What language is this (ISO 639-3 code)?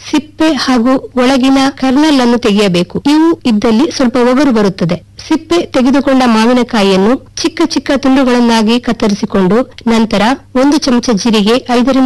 kan